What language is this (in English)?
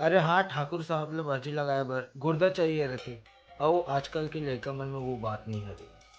Chhattisgarhi